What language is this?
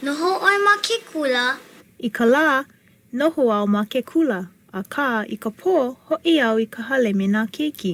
Hawaiian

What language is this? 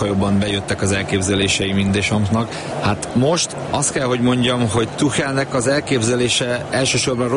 Hungarian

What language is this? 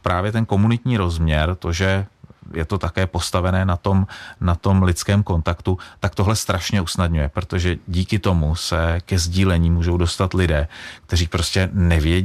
Czech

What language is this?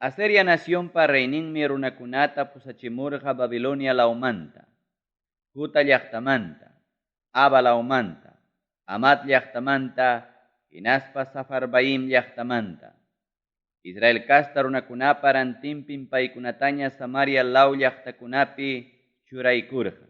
Ayacucho Quechua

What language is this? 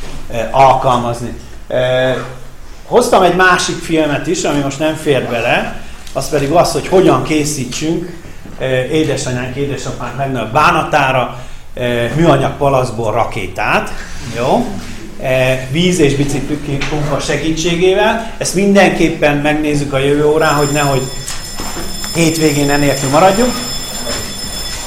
Hungarian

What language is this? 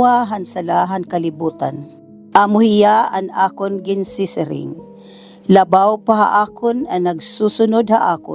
Waray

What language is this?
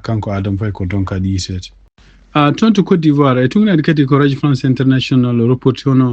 Fula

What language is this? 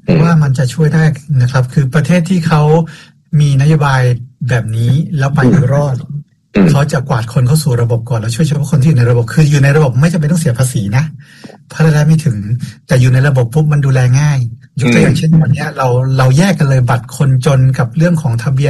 Thai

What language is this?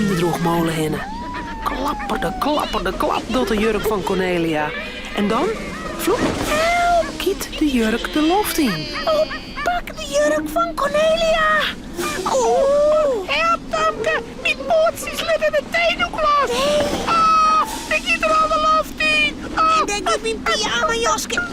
Western Frisian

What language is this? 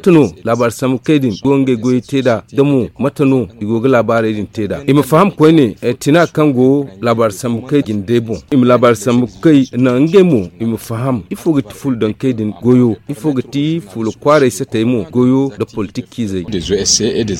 Zarma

